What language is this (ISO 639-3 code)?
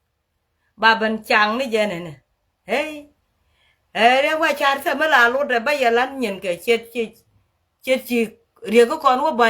nus